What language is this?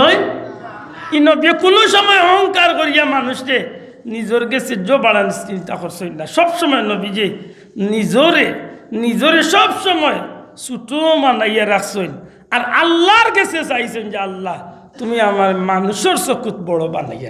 Sylheti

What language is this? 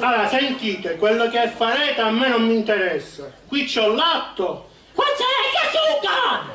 Sicilian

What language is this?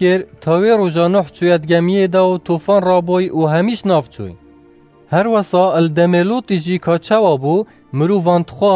Kurdish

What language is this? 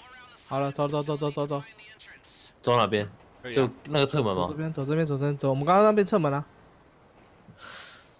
Chinese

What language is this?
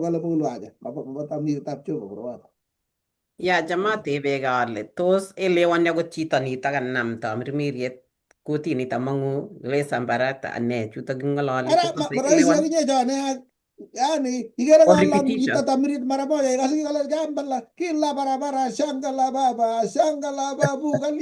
Kalenjin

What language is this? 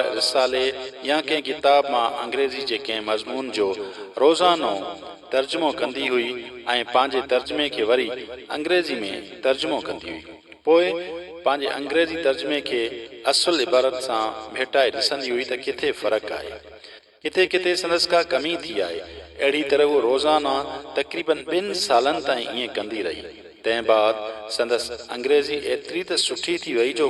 Sindhi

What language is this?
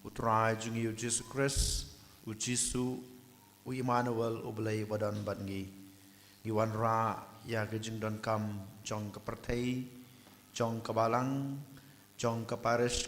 Khasi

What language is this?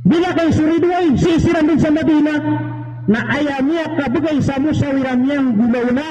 Maranao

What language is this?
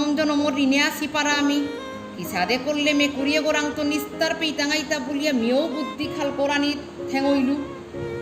Bishnupriya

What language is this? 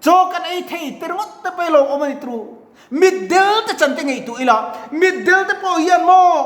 Mizo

